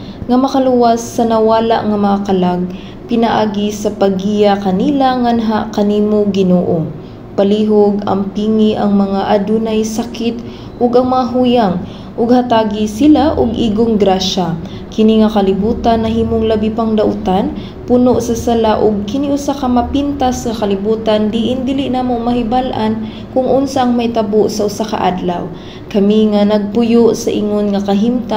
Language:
Cebuano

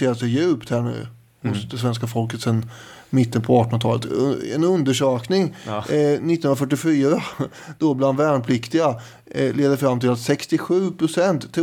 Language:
Swedish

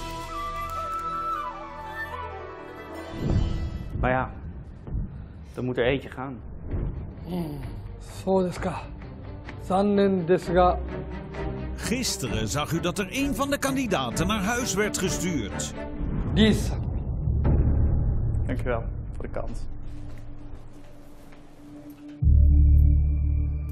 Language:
Dutch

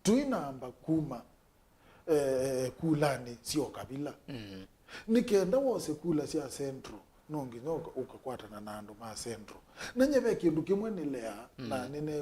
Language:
Kamba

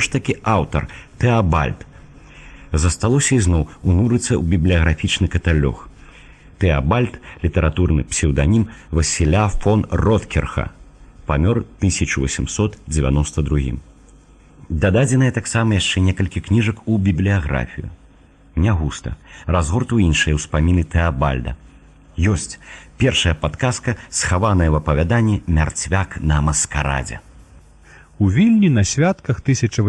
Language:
Belarusian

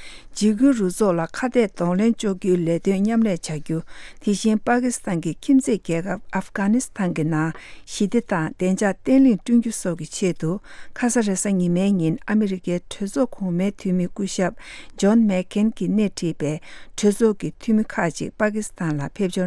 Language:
Tibetan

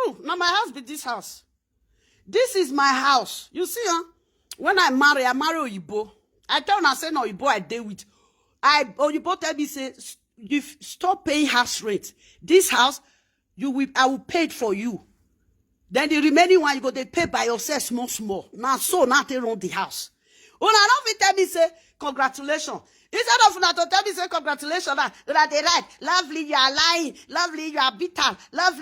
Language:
Nigerian Pidgin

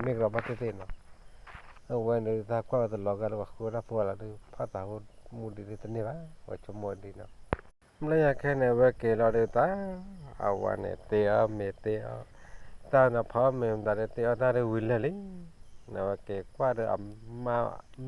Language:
S'gaw Karen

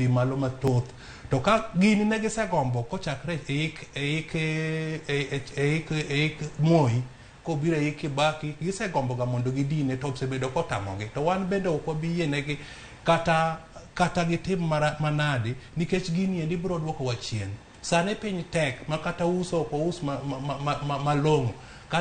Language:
Luo (Kenya and Tanzania)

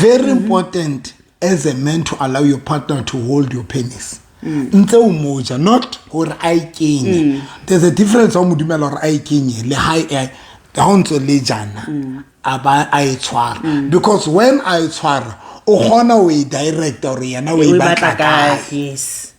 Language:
Southern Sotho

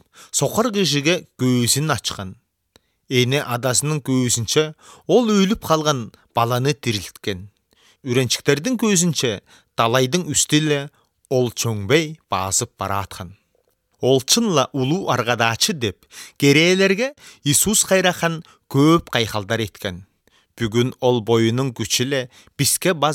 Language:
Kyrgyz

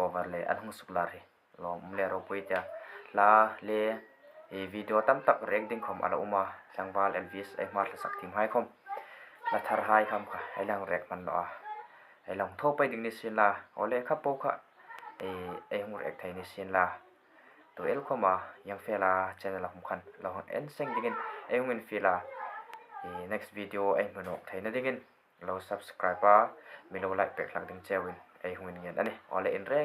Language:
Hmar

